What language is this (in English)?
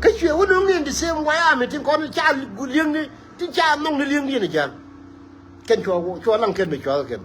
Nuer